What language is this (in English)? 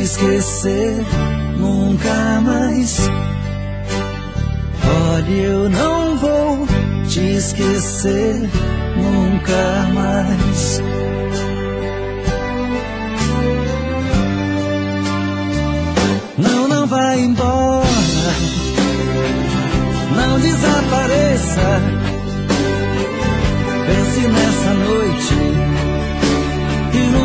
Portuguese